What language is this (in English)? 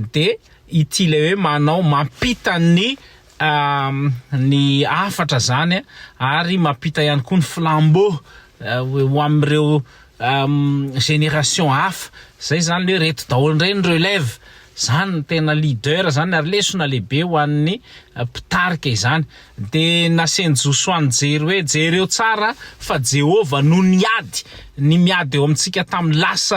Malagasy